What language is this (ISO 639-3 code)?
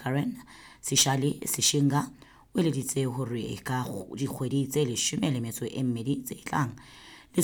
sot